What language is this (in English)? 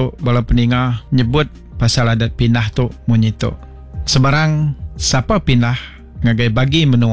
Iban